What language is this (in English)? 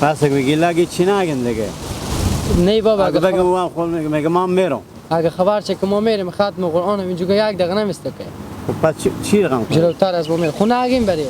Hazaragi